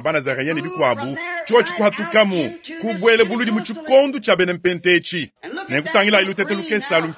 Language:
Luba-Lulua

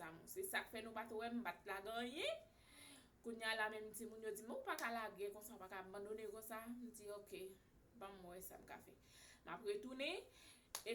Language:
Haitian Creole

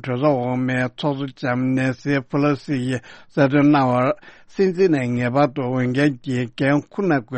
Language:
Tibetan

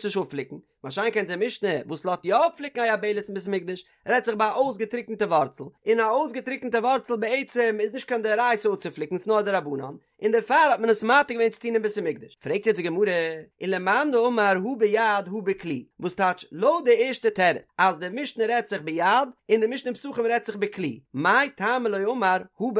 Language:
Yiddish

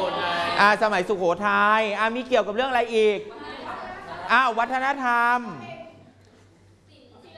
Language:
Thai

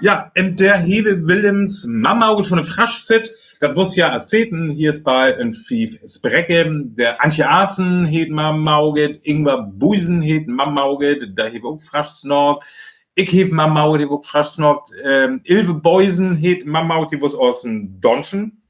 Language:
Northern Frisian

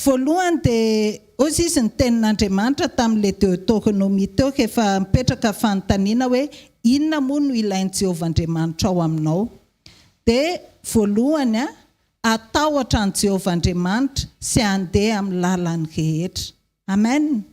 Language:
Malagasy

